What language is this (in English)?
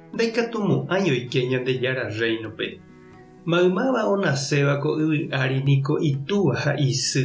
Guarani